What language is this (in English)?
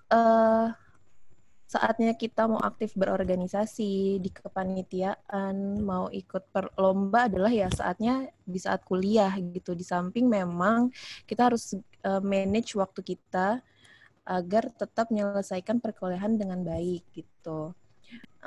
Indonesian